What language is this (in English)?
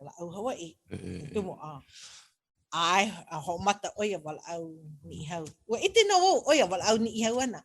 Hawaiian